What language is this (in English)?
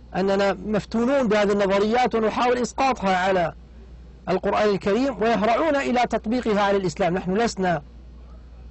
Arabic